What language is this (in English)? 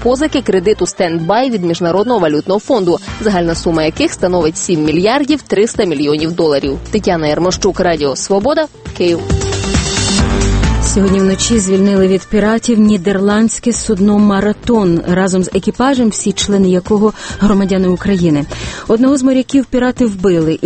Ukrainian